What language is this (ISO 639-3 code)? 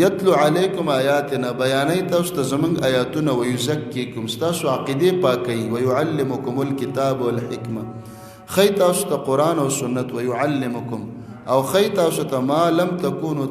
pus